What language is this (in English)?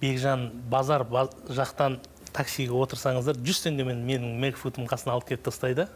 Kazakh